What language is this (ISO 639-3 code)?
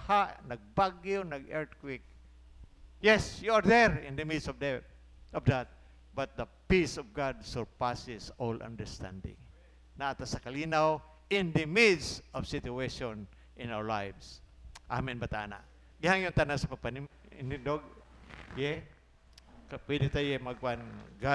ceb